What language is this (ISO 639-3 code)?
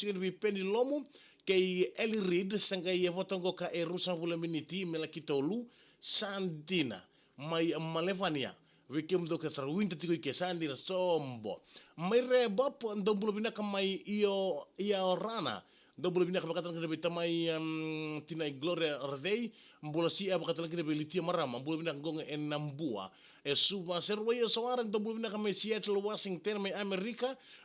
fij